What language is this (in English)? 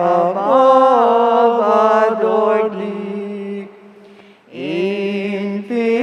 Pampanga